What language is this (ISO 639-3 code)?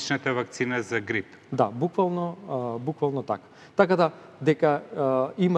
mkd